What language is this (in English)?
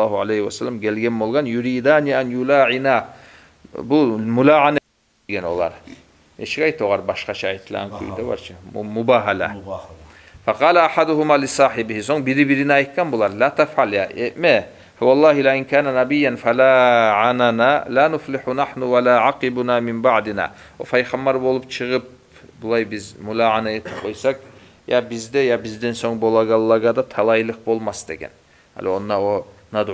Kumyk